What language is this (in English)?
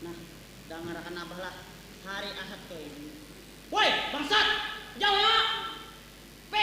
Banjar